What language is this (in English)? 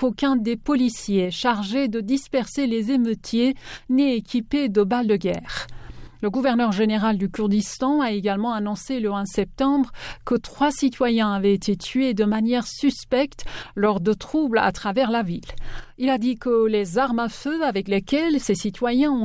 French